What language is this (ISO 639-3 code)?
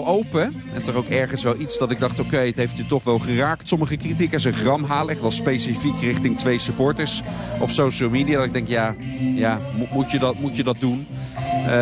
nld